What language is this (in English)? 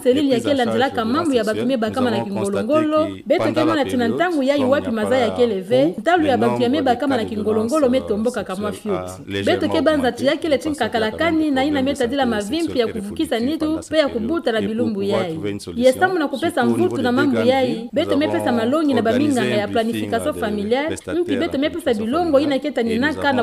Kituba (Democratic Republic of Congo)